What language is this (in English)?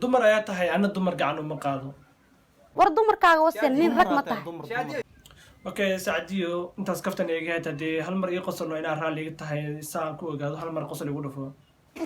Somali